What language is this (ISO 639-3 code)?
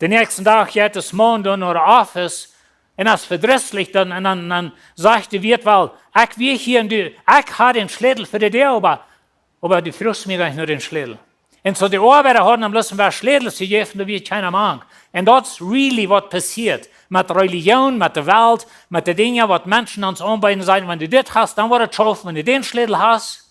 pdt